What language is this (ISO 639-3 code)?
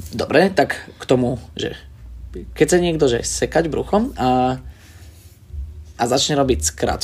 slk